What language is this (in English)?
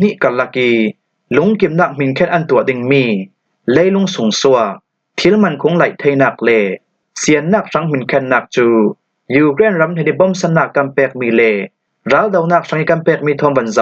Falam Chin